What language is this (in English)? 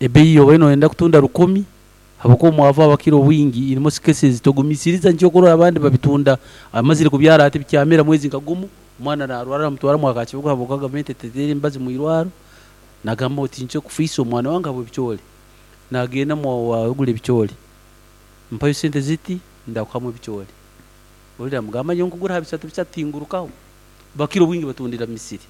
Nyankole